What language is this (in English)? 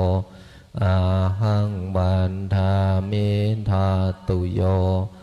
Pali